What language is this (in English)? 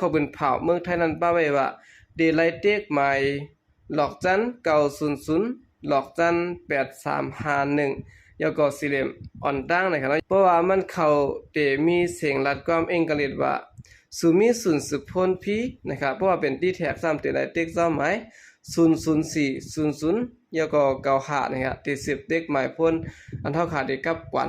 Shan